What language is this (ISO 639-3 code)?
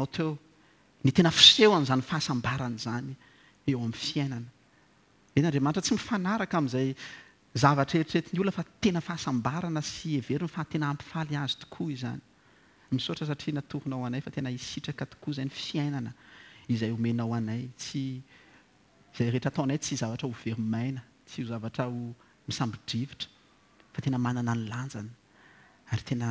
mlg